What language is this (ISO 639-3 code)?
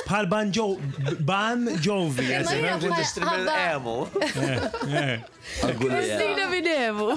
mlt